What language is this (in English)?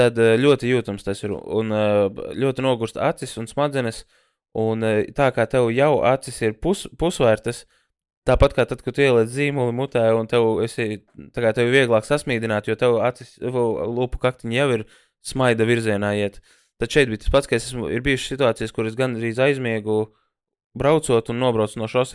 Latvian